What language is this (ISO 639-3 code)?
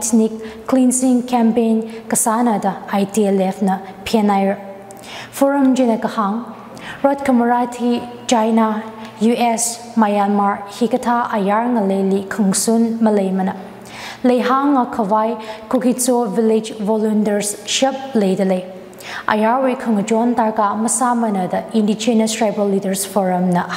nmf